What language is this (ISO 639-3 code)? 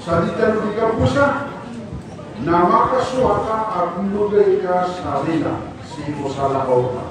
mrw